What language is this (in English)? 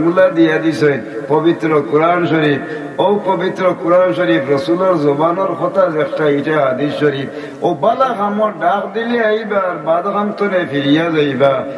Sylheti